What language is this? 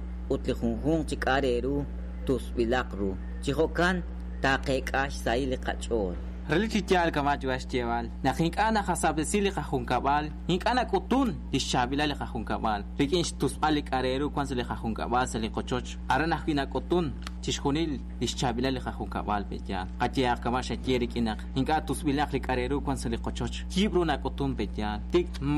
Kekchí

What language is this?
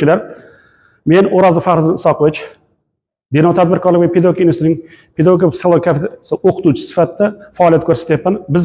Uzbek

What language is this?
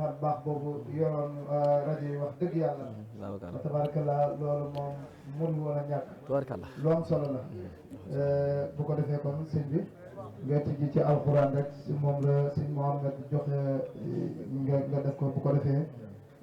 Wolof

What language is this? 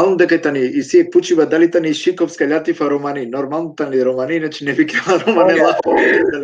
Balkan Romani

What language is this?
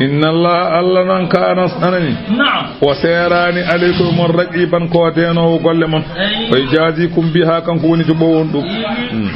Fula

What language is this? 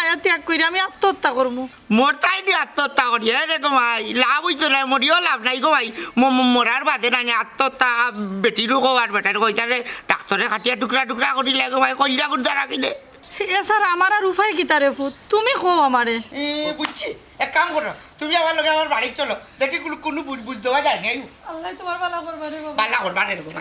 Sylheti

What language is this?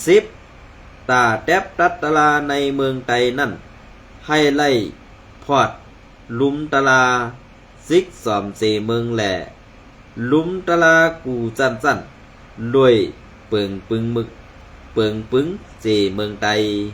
Shan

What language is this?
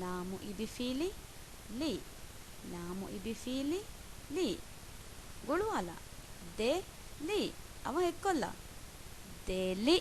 Divehi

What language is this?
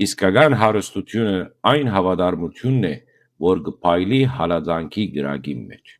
Western Armenian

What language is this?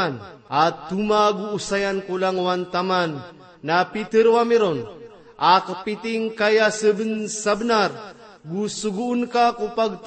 Maranao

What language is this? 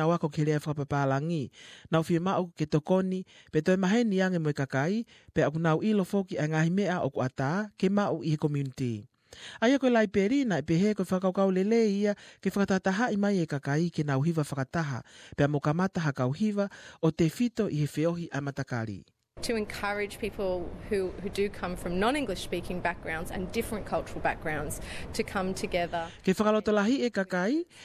Tongan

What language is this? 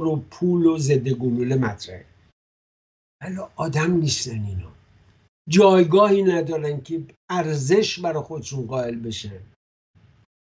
Persian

